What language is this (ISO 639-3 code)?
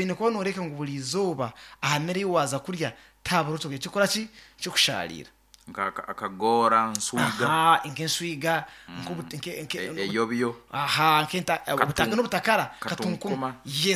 nyn